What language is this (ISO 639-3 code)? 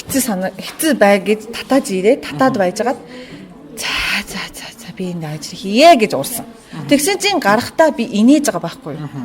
mon